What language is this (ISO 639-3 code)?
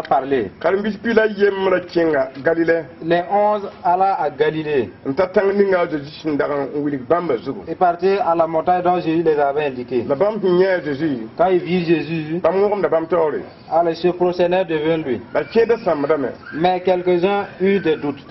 mos